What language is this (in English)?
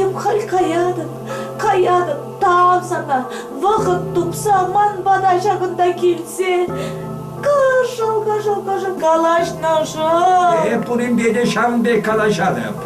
Chuvash